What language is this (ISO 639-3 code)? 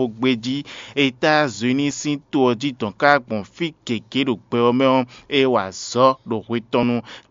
fon